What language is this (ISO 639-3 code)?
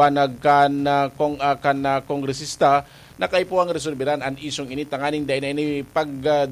bik